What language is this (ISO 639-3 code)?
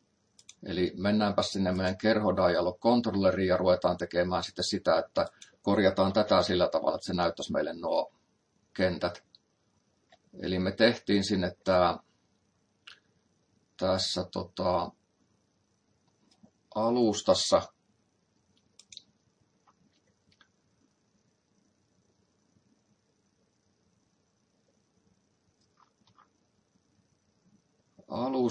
fin